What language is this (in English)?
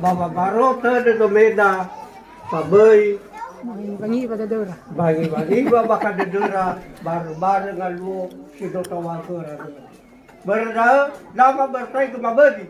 Nias